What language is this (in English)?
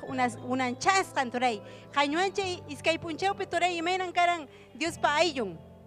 Ayacucho Quechua